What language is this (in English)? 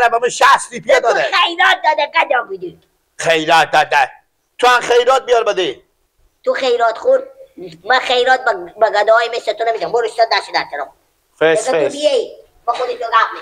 Persian